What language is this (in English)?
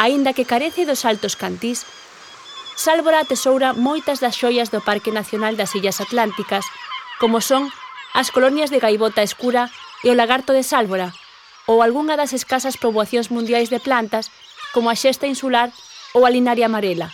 Galician